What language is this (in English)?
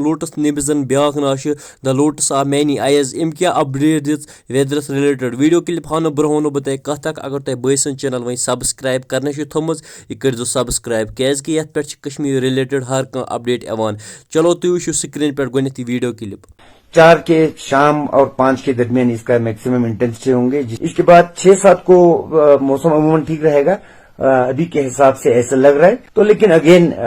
Kashmiri